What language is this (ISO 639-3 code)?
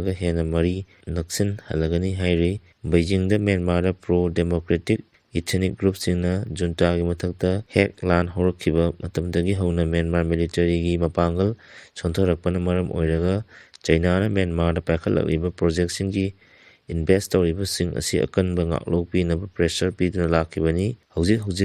mni